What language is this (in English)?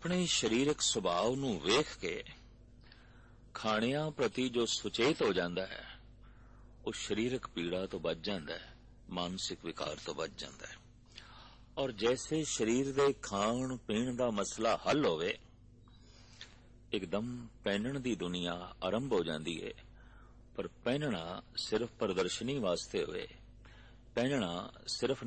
Punjabi